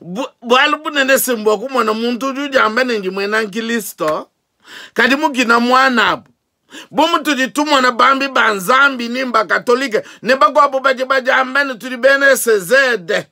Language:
Luba-Lulua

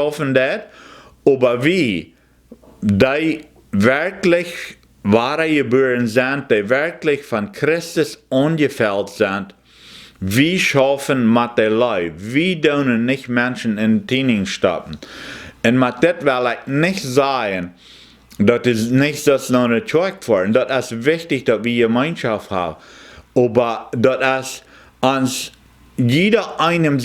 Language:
Plautdietsch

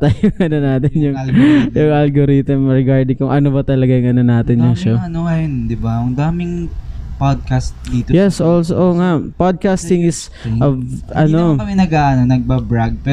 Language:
Filipino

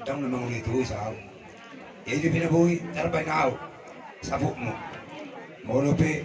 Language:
Batak Toba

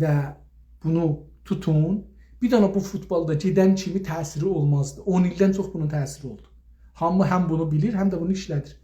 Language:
South Azerbaijani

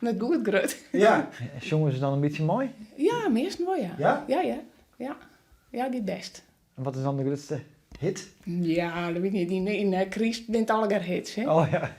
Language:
Western Frisian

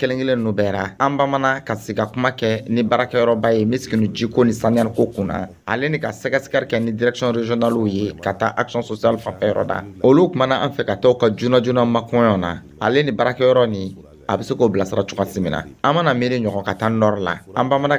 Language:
Dyula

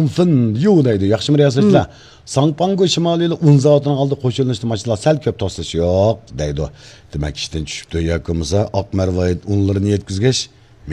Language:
Uyghur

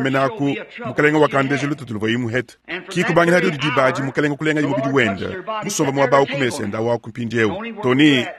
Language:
Luba-Lulua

